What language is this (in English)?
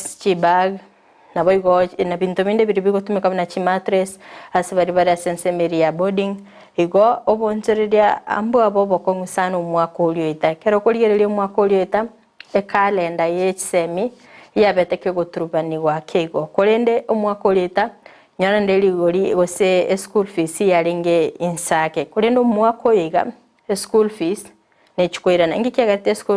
Gusii